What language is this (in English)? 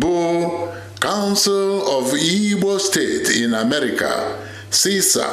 Igbo